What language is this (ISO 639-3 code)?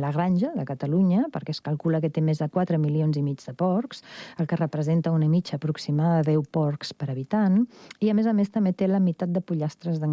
cat